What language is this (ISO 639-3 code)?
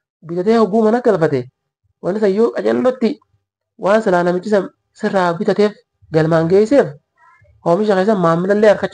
orm